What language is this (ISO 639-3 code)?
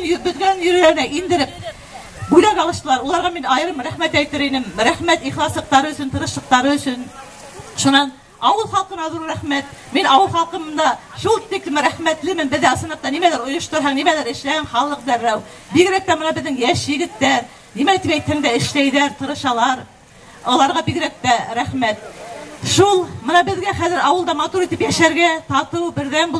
bak